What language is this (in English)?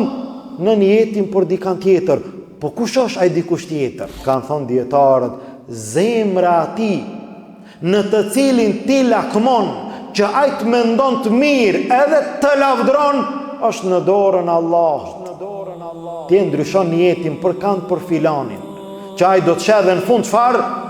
Albanian